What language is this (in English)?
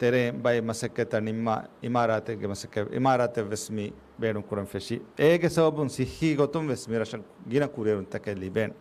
Divehi